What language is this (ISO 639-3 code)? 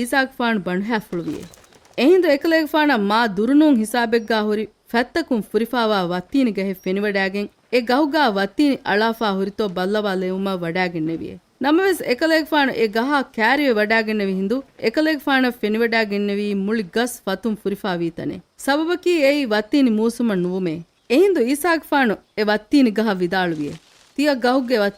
div